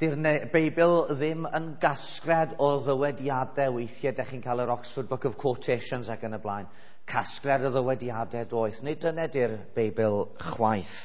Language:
Welsh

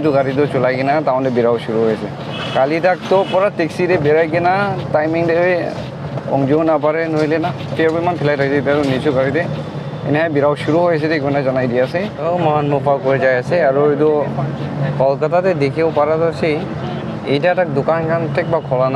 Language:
Naga Pidgin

